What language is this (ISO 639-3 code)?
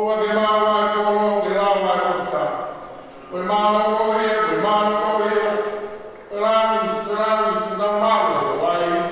ton